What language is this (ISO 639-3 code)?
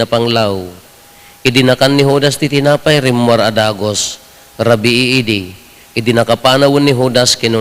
ilo